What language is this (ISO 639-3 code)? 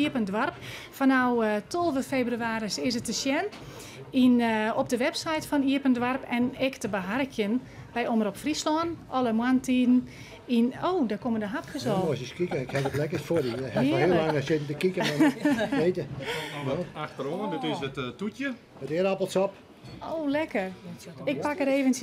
fry